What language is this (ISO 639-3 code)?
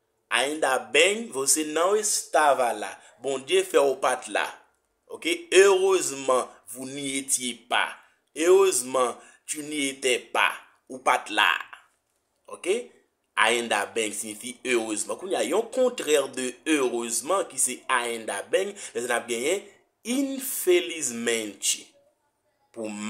hat